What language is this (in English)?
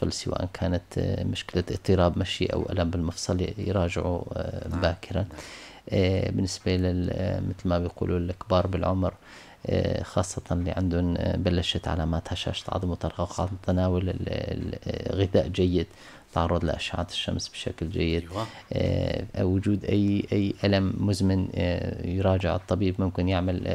North Levantine Arabic